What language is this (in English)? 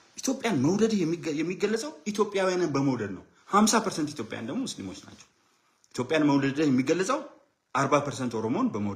Amharic